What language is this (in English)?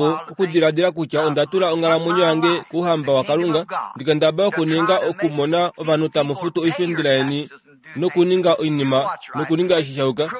Kuanyama